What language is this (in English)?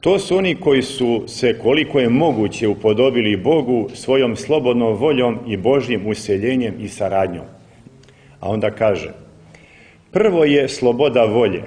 Serbian